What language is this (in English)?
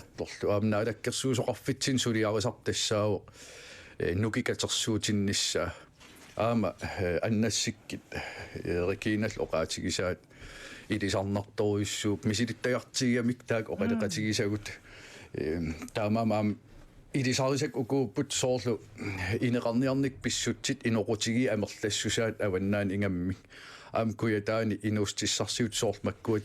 Kalaallisut